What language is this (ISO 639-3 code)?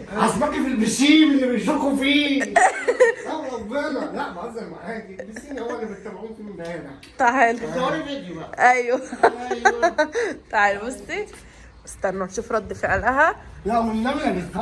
arz